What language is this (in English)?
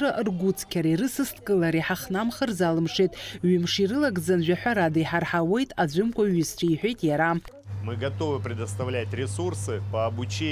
Abkhazian